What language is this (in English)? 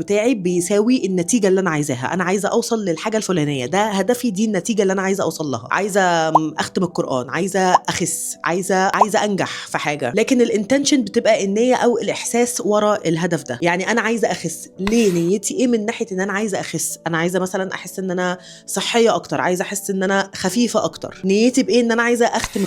Egyptian Arabic